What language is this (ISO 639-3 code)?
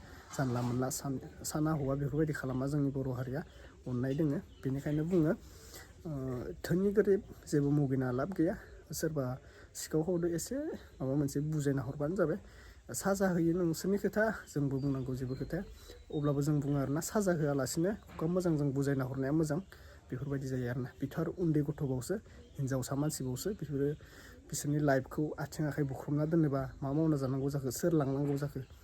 brx